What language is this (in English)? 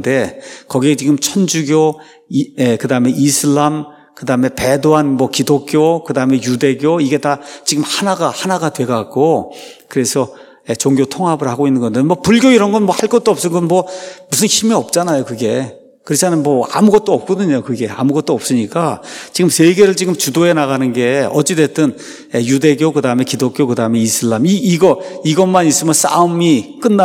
Korean